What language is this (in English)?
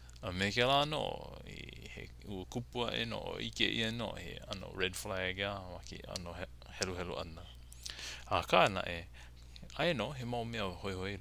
Hawaiian